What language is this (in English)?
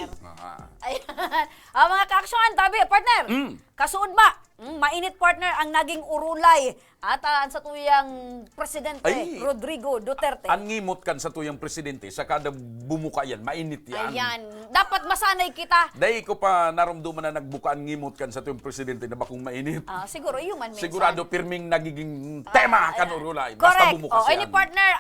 Bikol